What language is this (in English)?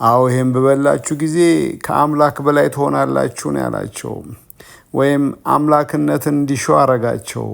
Amharic